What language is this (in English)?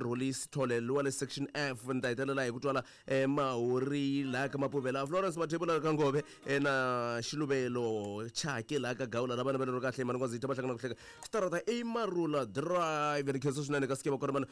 Tsonga